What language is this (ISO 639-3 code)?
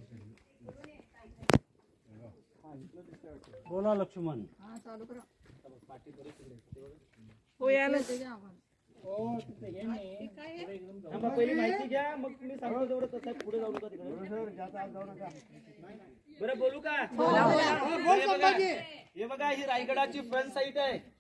mar